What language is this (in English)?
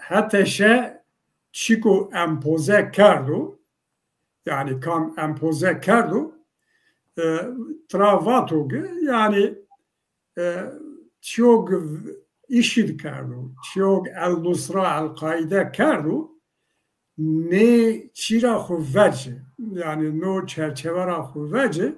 Zaza